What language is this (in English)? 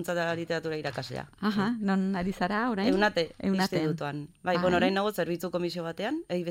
Basque